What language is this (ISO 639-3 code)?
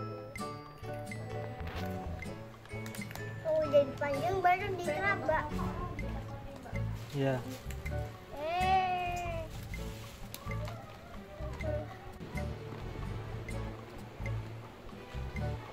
ind